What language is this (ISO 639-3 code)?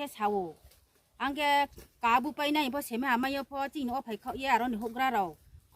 ria